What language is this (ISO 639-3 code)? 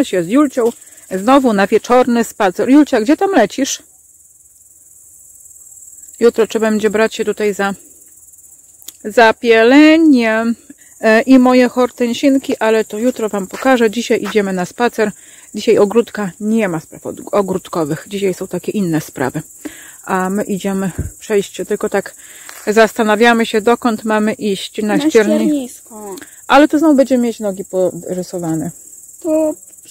pol